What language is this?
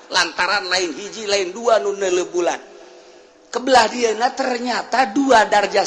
Sundanese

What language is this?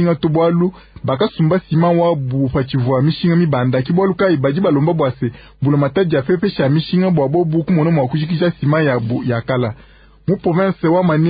Luba-Lulua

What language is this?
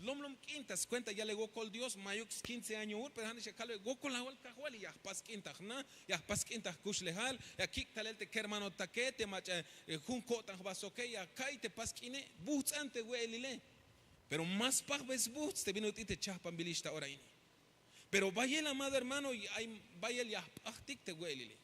Tzeltal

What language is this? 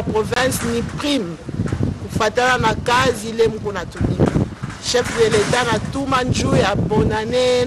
French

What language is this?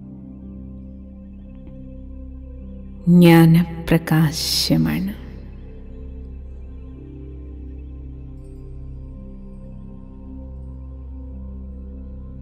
Malayalam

